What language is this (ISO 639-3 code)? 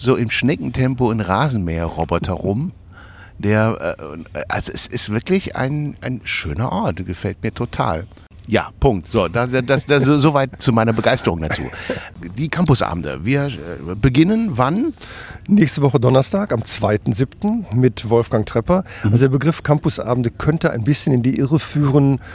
deu